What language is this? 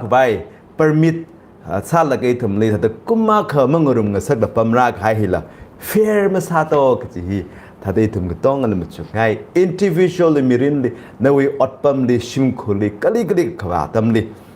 Tangkhul Naga (India)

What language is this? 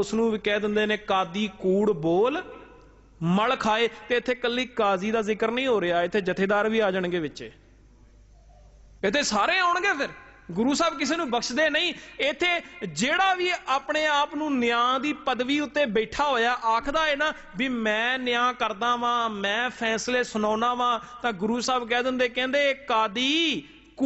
Punjabi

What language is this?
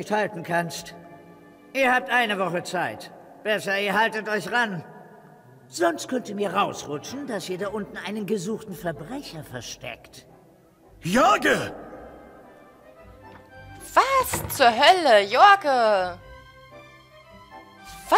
German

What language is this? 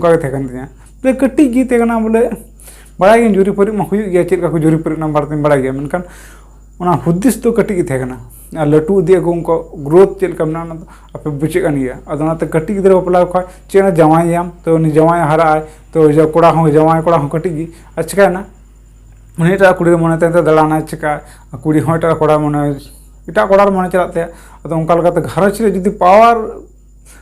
Santali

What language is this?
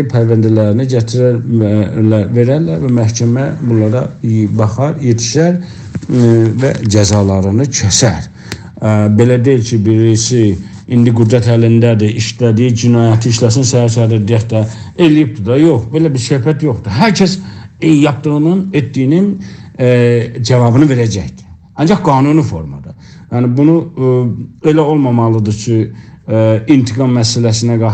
South Azerbaijani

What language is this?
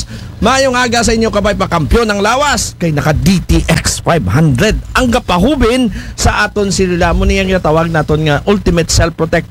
Aklanon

